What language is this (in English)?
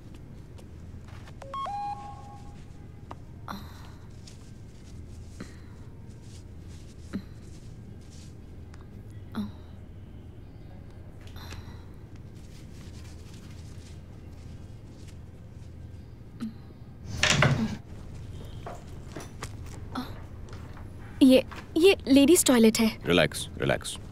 Hindi